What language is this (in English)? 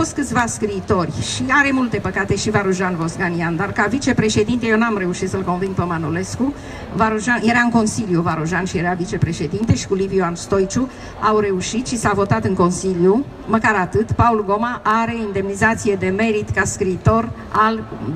Romanian